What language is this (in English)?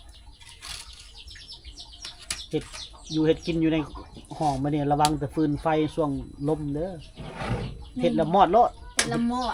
Lao